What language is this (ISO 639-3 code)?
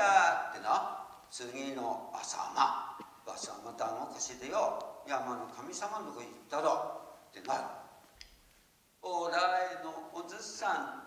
jpn